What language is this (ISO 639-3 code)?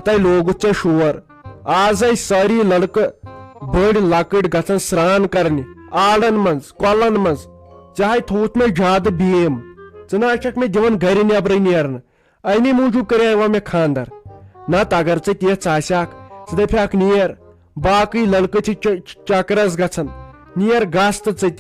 kas